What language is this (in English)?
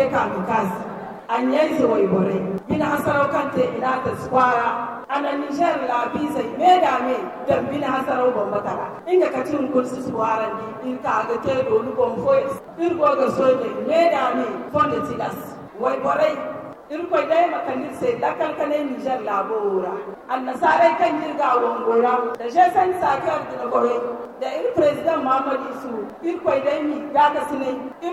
Zarma